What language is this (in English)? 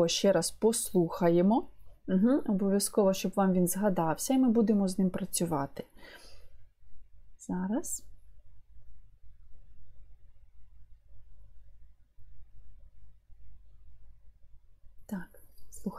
Ukrainian